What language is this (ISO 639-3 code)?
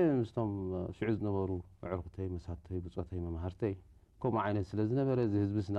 tir